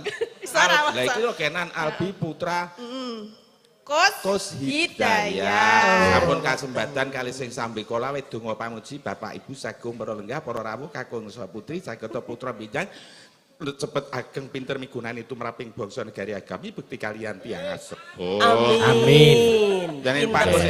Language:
Javanese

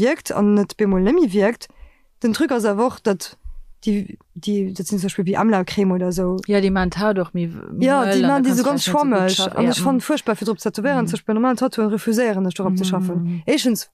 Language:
Luxembourgish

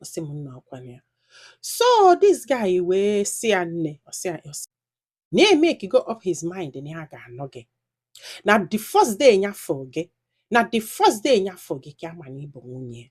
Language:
Igbo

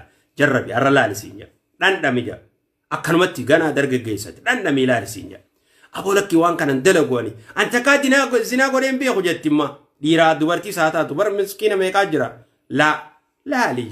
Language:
Oromo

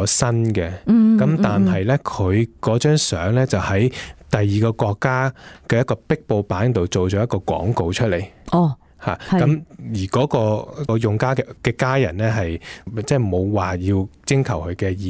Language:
Cantonese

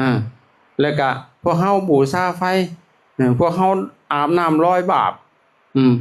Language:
Lao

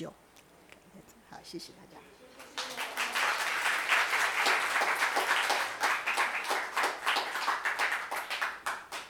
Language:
Chinese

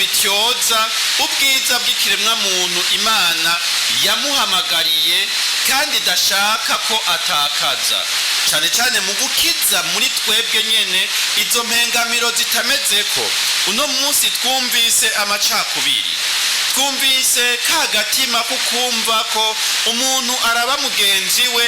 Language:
Rundi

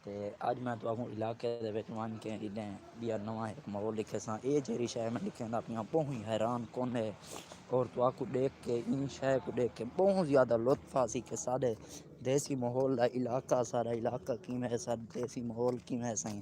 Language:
Saraiki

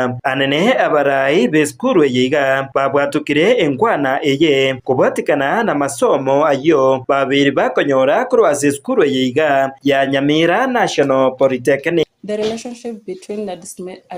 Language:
Gusii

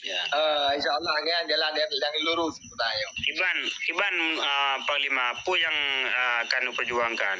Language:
Achinese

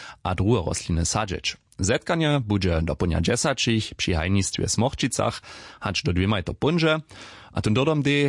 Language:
Upper Sorbian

